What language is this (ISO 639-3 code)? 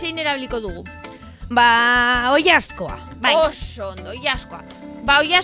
eus